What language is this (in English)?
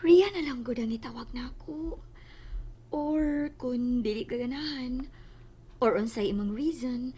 Cebuano